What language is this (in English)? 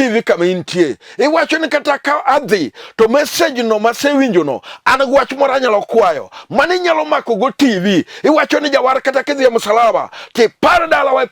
Luo (Kenya and Tanzania)